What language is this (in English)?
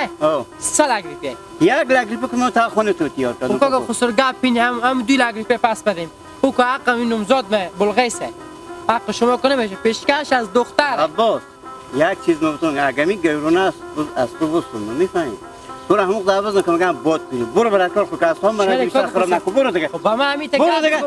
Hazaragi